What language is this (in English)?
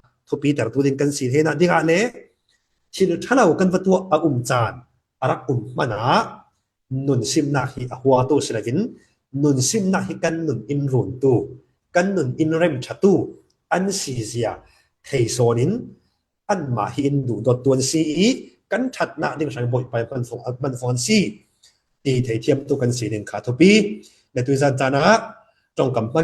Falam Chin